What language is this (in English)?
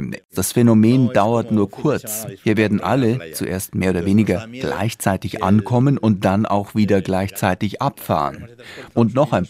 German